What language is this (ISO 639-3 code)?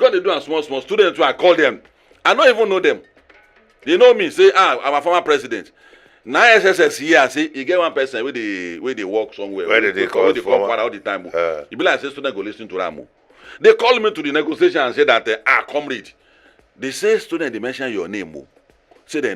pcm